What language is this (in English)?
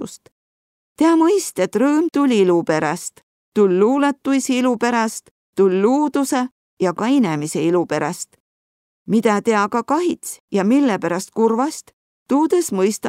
Võro